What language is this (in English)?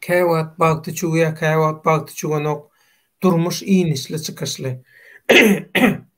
Turkmen